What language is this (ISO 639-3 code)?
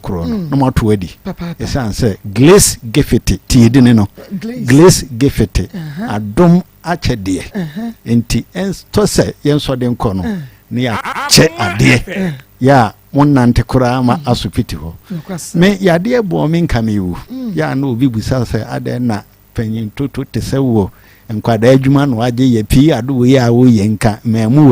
aka